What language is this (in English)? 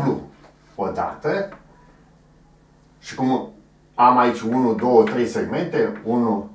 Romanian